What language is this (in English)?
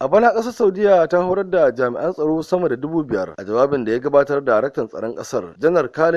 Hausa